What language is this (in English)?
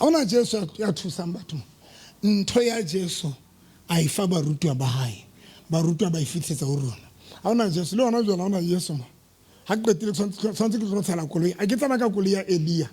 Southern Sotho